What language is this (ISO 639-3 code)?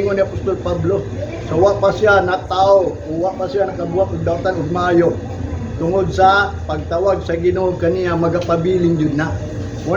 ceb